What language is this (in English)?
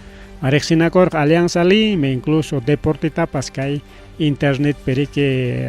Ayacucho Quechua